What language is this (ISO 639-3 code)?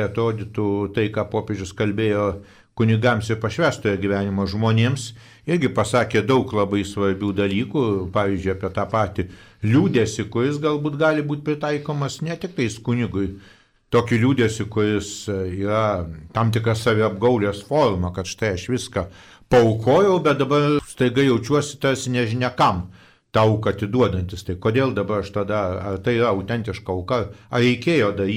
lit